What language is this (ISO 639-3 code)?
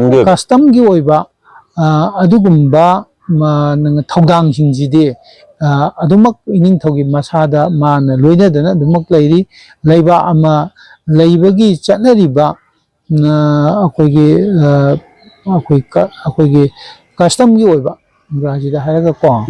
mni